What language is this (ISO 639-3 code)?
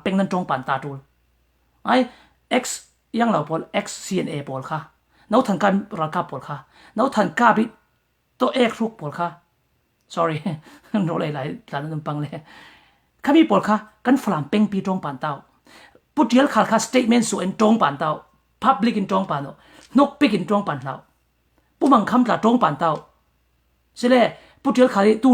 cfm